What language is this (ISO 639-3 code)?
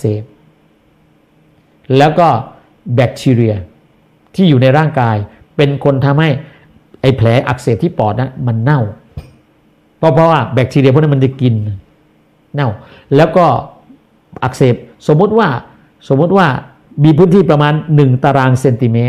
tha